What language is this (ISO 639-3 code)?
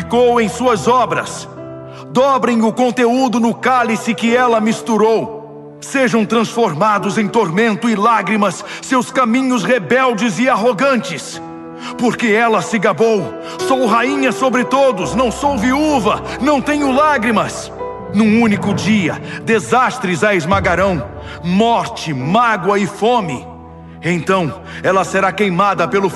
por